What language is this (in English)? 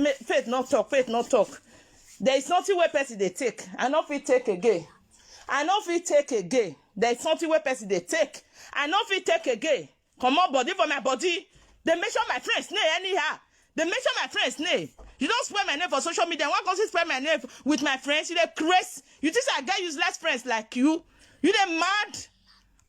Nigerian Pidgin